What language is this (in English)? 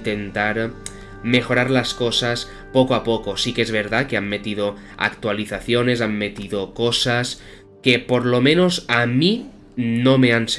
Spanish